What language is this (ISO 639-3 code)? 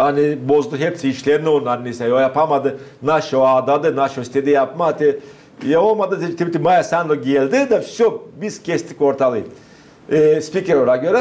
gag